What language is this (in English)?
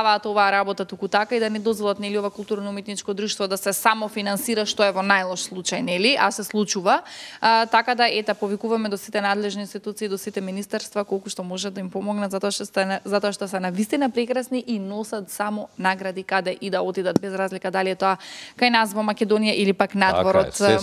Macedonian